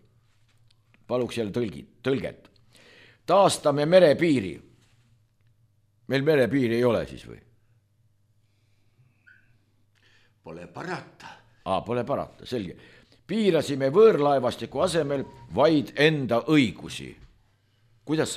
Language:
Estonian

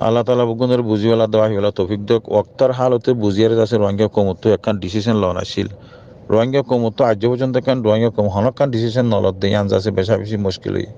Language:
Rohingya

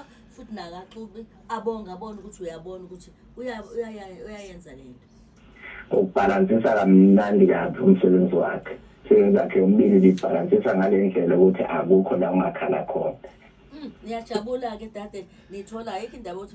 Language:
Zulu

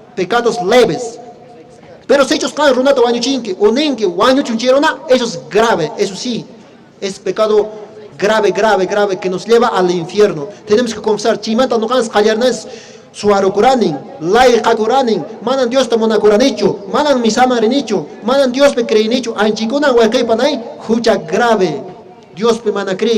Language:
Quechua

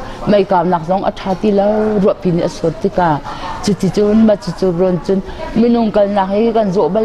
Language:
Hakha Chin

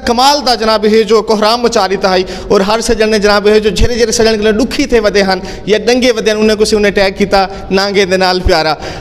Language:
Saraiki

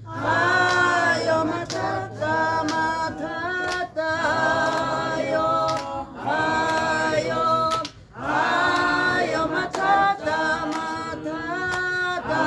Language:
Tswana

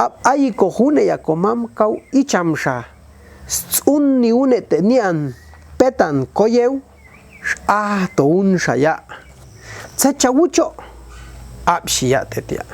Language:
Popti'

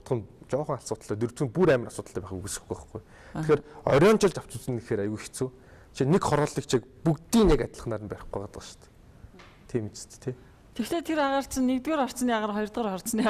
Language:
Mongolian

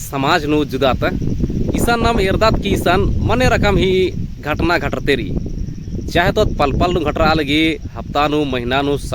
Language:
Kurukh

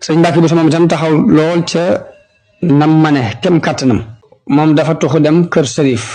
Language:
Wolof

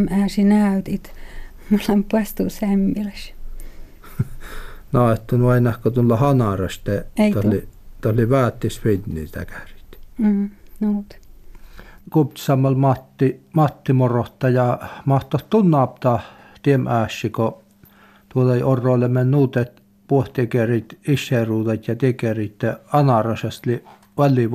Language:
Finnish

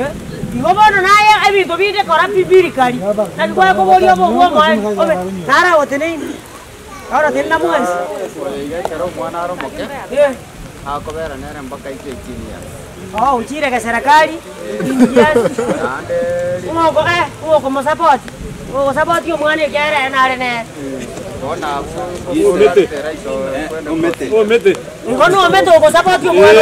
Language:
Gusii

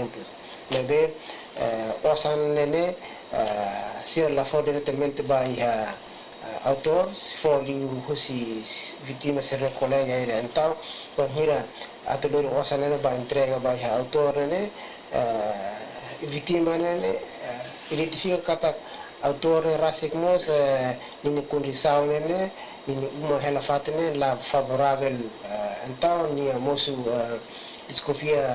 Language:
Tetum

